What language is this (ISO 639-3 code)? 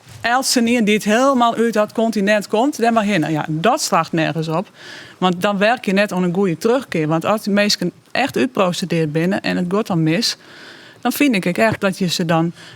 fry